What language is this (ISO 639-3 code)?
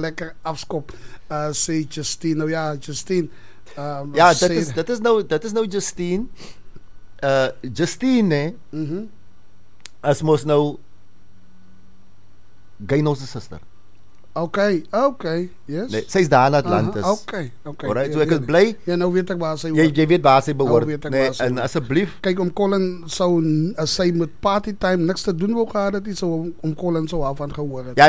afr